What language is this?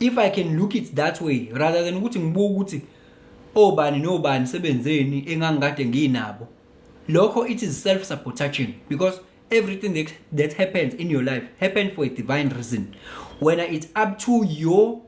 Zulu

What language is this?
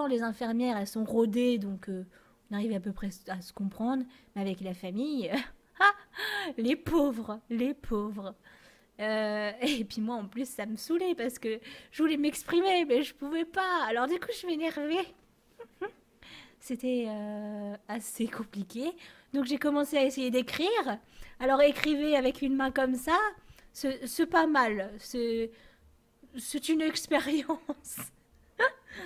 French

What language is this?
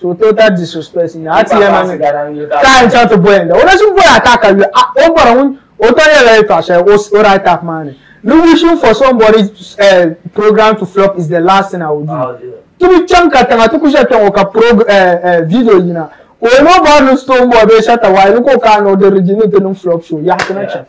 Dagbani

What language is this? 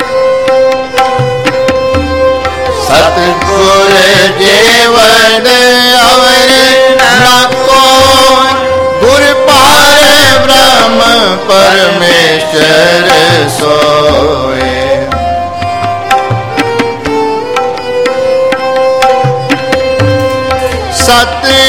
Punjabi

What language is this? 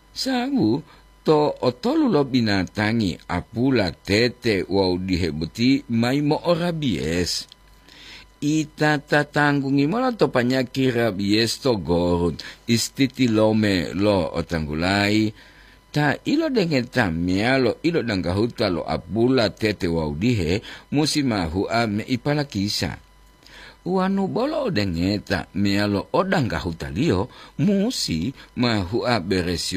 Gorontalo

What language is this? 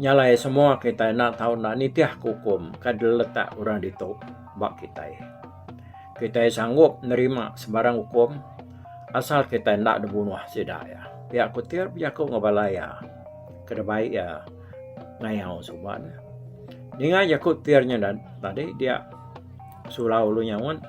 Iban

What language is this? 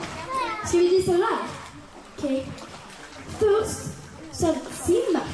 Swedish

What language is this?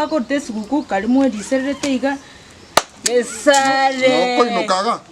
Gusii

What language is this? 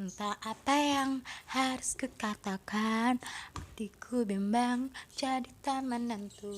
Musi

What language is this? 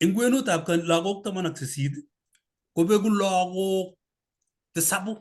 Kalenjin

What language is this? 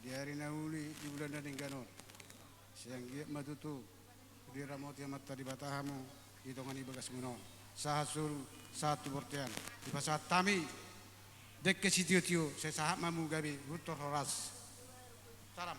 Batak Toba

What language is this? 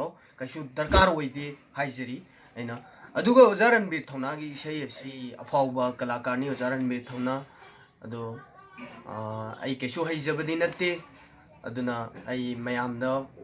Manipuri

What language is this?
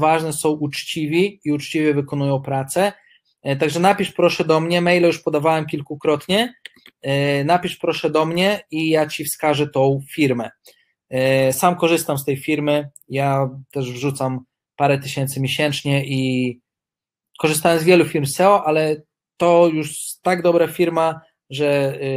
Polish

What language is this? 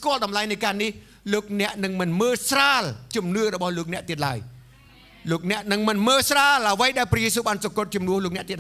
Khmer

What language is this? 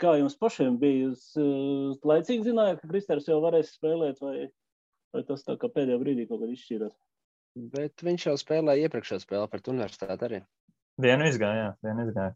Latvian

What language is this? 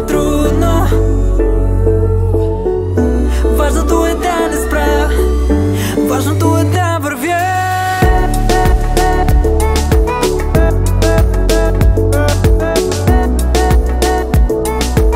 Bulgarian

